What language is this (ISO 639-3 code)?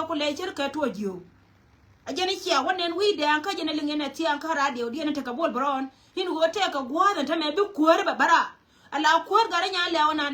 nus